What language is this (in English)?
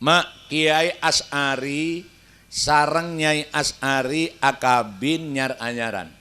Madurese